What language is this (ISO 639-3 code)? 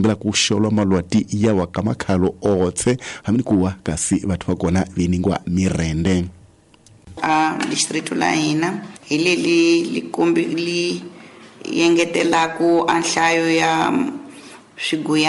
tso